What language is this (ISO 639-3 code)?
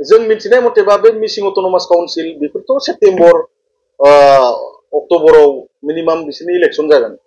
brx